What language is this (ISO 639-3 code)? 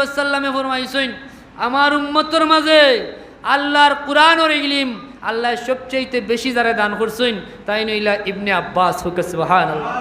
syl